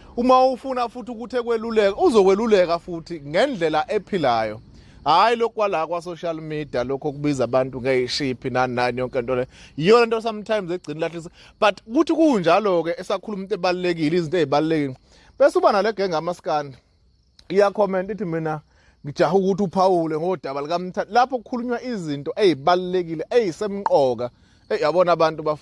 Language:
Zulu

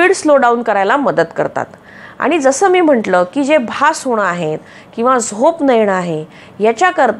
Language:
Marathi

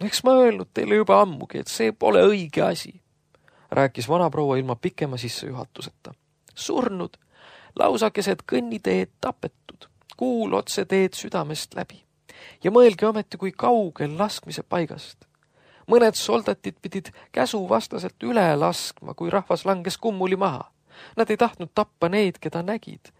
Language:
Estonian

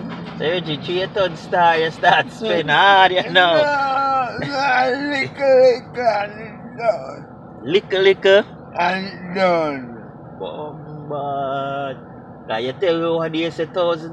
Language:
Jamaican Creole English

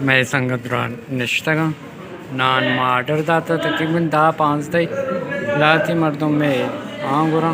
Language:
Baluchi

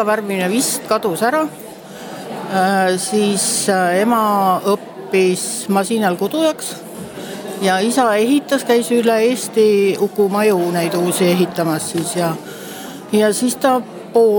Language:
Estonian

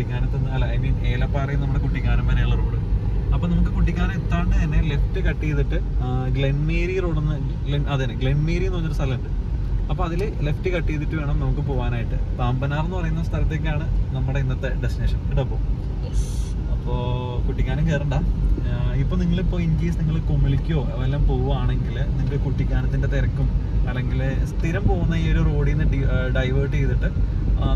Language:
Malayalam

